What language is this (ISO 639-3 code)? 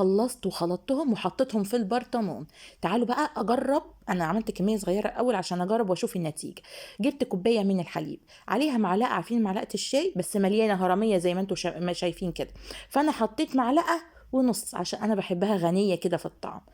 arz